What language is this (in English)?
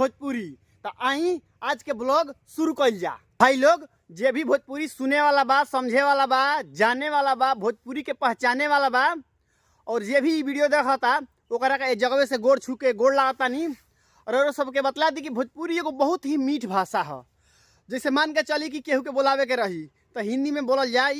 Bhojpuri